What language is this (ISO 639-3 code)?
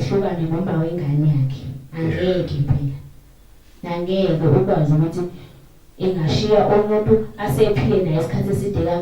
zul